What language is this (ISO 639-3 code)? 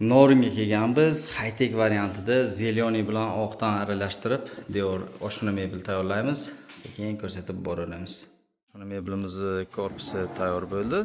uzb